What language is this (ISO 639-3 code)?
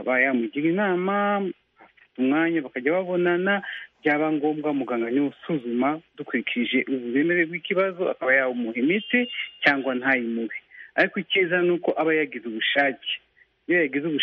kin